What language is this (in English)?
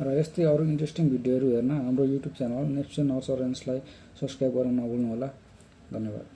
Nepali